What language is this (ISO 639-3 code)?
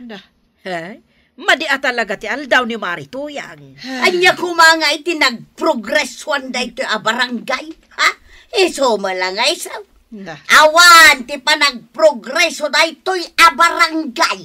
ilo